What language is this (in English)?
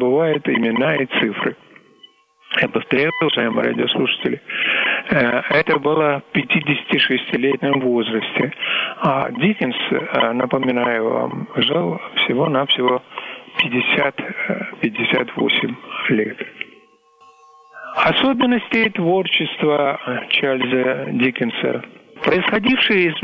Russian